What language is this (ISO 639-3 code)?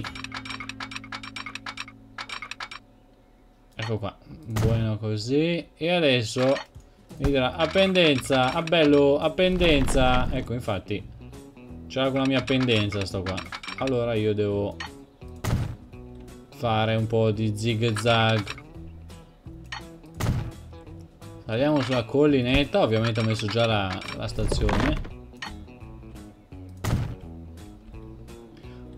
ita